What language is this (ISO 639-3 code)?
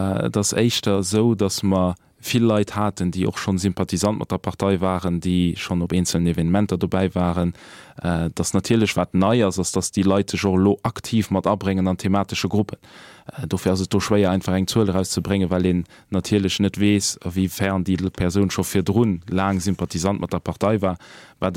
ltz